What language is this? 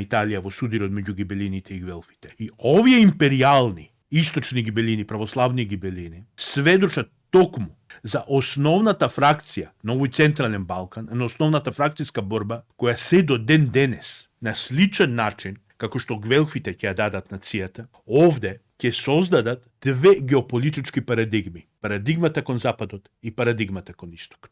Macedonian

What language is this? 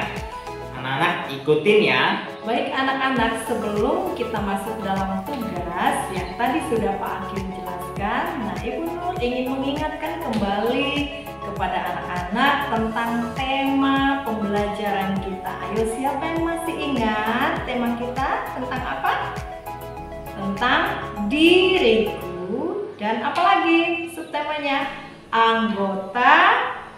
Indonesian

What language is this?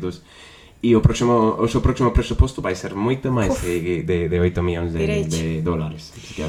Galician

